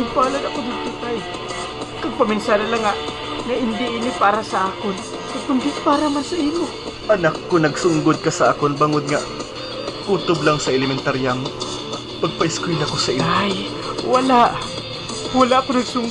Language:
Hiligaynon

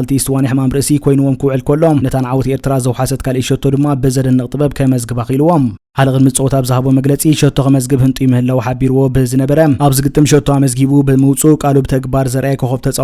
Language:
Tigrinya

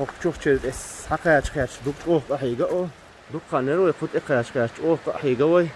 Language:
Chechen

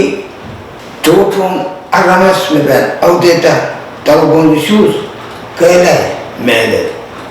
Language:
Pohnpeian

